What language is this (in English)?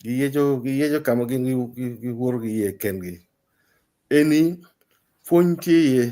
Acoli